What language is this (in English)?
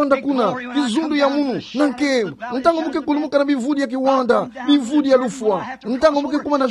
Kituba (Democratic Republic of Congo)